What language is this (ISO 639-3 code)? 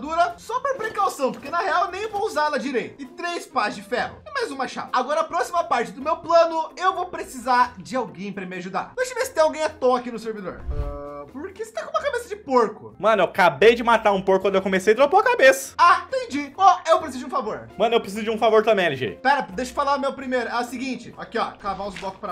por